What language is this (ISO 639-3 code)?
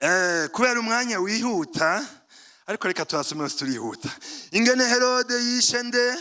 run